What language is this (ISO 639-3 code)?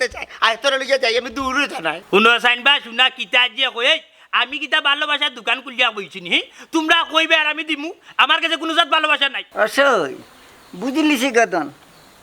syl